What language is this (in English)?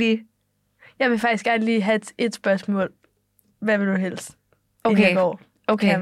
Danish